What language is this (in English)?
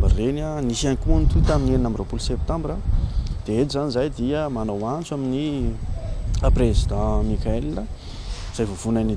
Malagasy